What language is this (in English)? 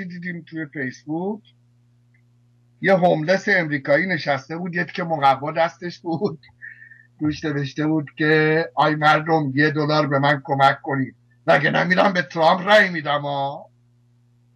Persian